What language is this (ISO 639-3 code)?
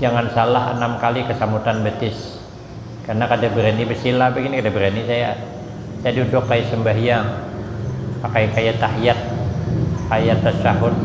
bjn